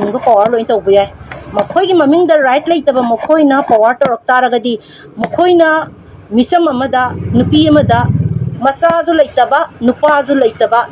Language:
Manipuri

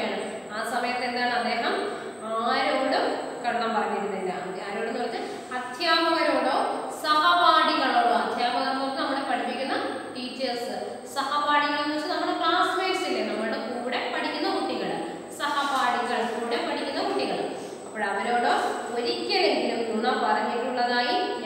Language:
Malayalam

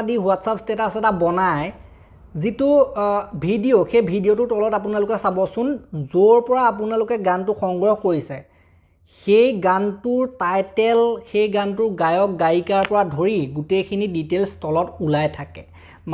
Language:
Assamese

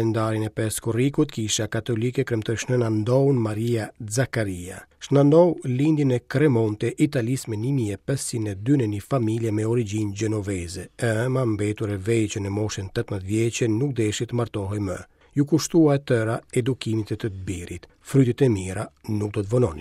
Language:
Albanian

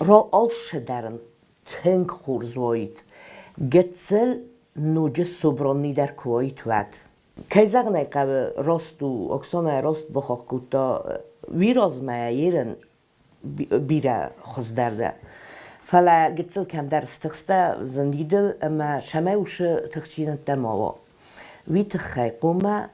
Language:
Ossetic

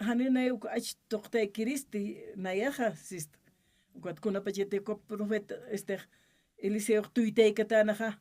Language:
Aymara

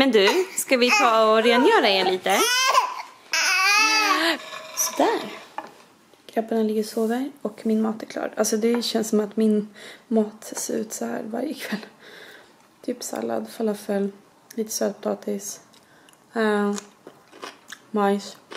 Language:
Swedish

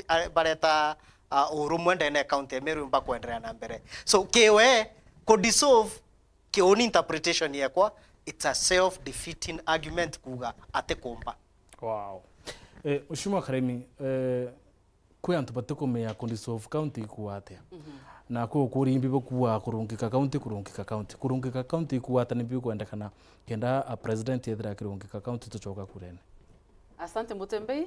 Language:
Meru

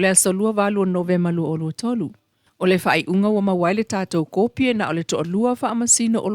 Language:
Samoan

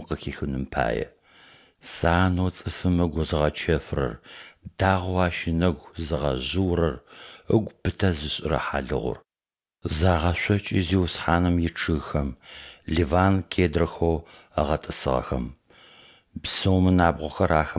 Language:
Adyghe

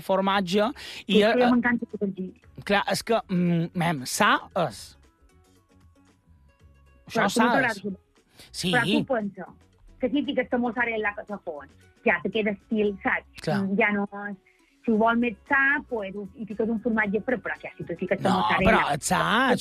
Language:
Catalan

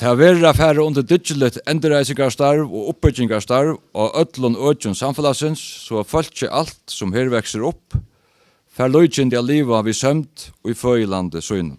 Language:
Faroese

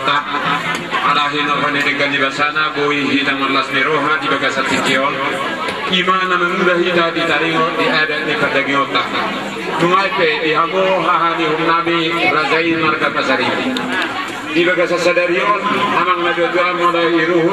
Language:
Batak Toba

